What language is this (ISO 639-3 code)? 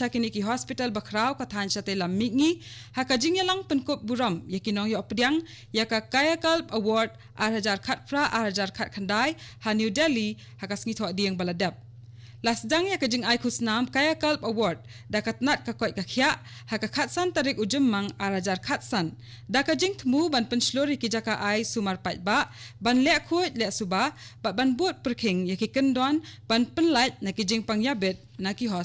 kha